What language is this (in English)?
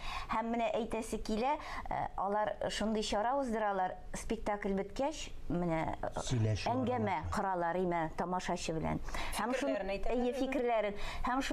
Tatar